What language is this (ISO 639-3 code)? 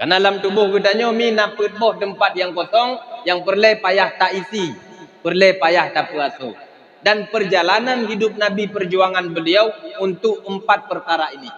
ace